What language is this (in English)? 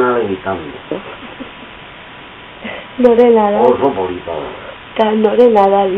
Basque